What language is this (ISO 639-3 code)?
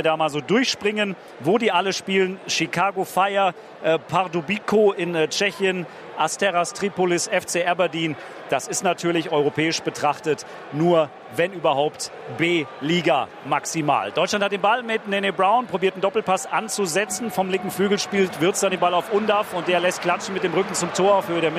deu